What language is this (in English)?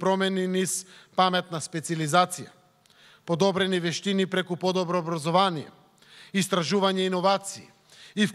Macedonian